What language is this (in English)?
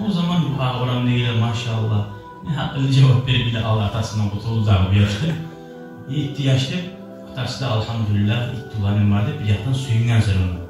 Kumyk